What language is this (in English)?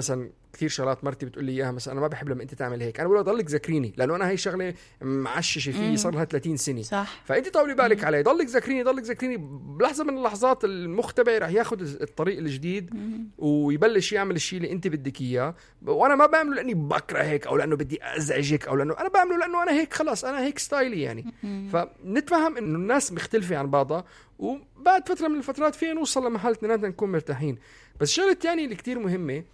North Levantine Arabic